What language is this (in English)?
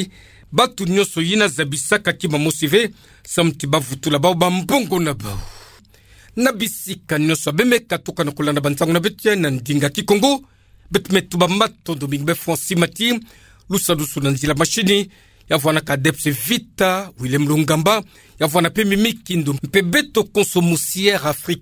Kituba (Democratic Republic of Congo)